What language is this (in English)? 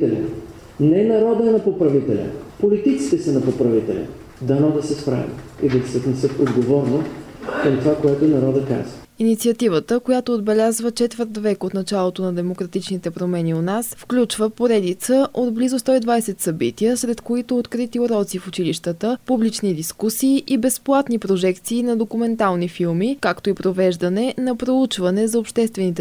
Bulgarian